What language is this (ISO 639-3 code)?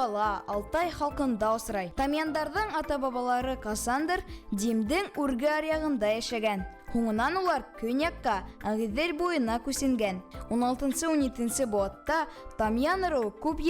bak